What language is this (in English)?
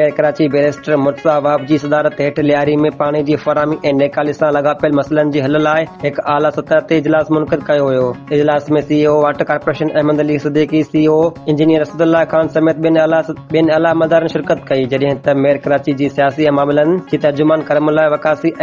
Sindhi